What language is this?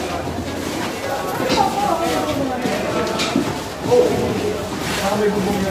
Filipino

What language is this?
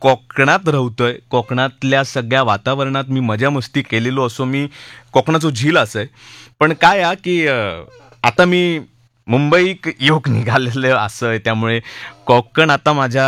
Marathi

